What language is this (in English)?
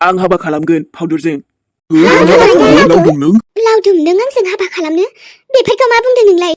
Bodo